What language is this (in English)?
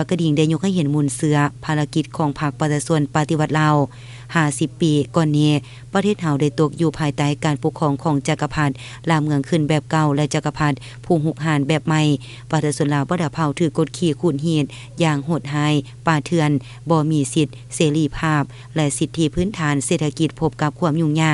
Lao